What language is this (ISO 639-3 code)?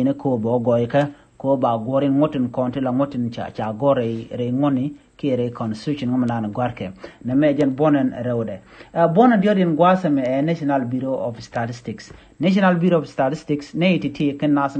nus